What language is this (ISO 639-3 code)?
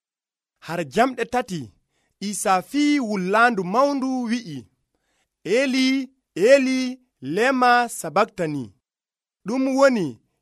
fuv